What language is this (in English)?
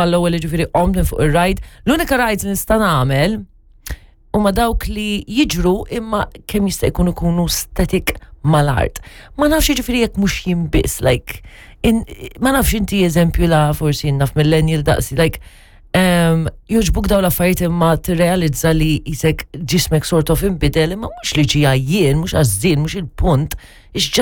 Maltese